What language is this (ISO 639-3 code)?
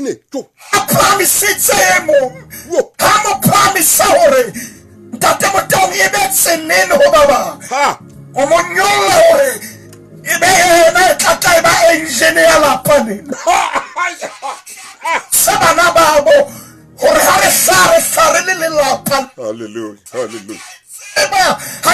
sot